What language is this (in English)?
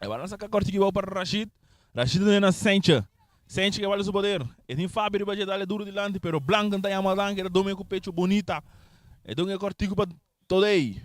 Papiamento